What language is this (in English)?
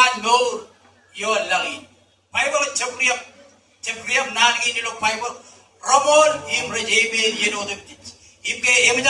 Marshallese